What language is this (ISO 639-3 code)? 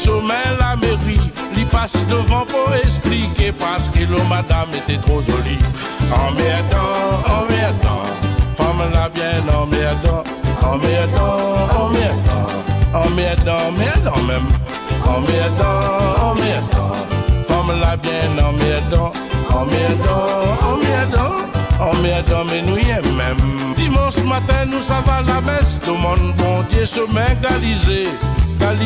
rcf